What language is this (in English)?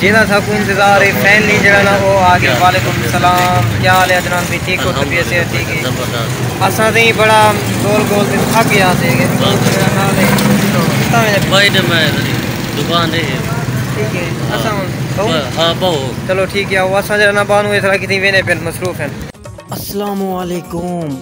Saraiki